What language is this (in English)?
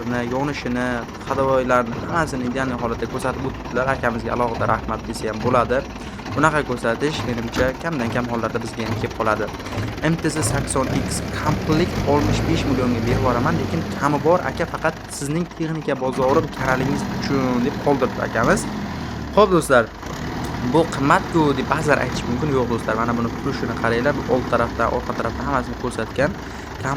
Uzbek